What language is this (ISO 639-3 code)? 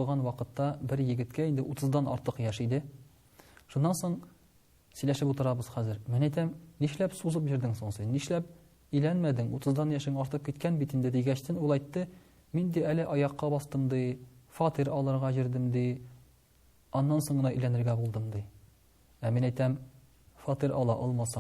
tat